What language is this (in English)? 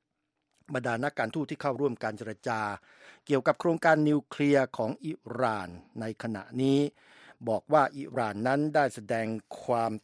Thai